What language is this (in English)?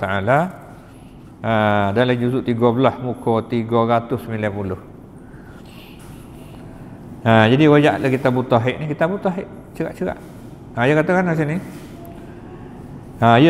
Malay